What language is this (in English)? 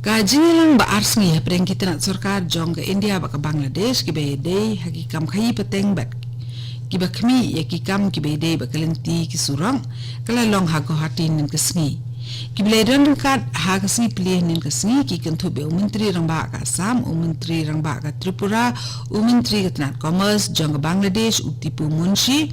Khasi